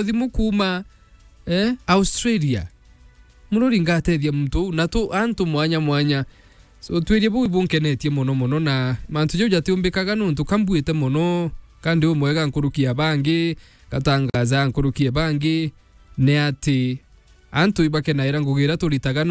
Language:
Meru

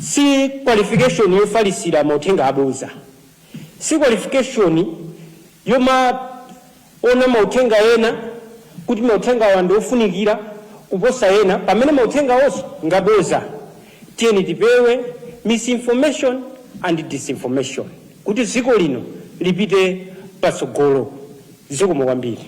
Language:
Nyanja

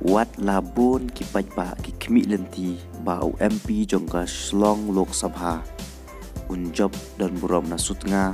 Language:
Khasi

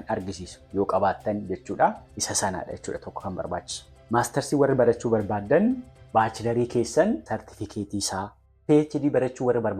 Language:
Oromo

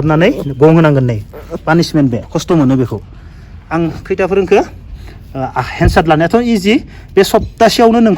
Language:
Bodo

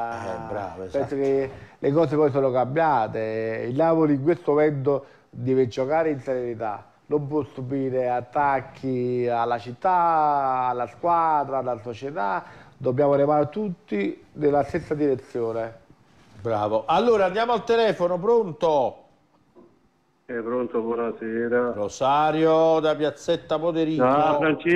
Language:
Italian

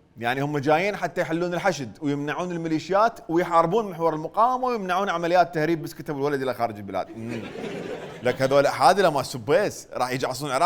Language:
Mesopotamian Arabic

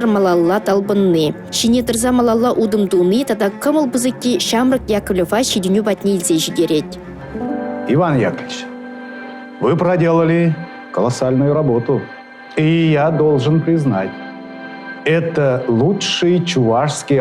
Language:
Chuvash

